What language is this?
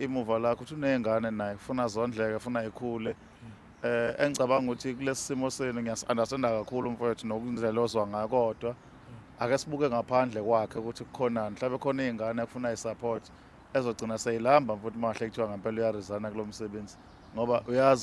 Zulu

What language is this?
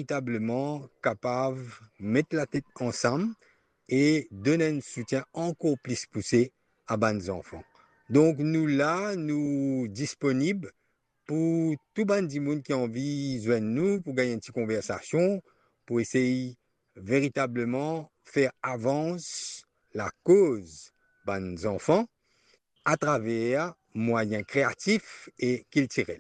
Morisyen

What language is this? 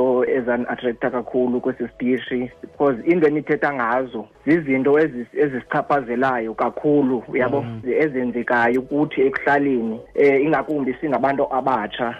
Xhosa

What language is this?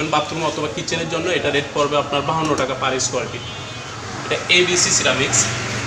Bangla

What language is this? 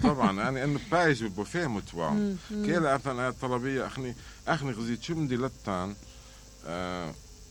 Mesopotamian Arabic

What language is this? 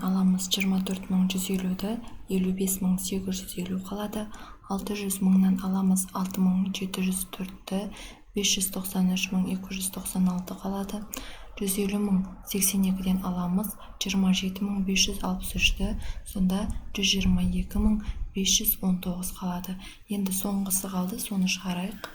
Kazakh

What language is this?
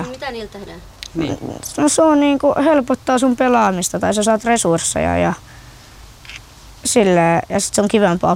Finnish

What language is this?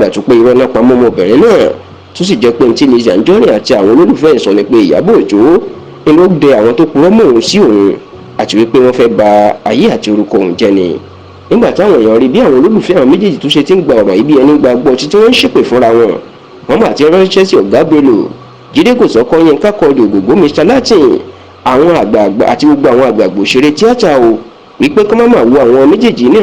Yoruba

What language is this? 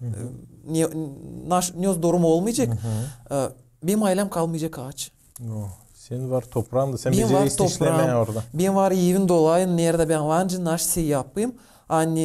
Gagauz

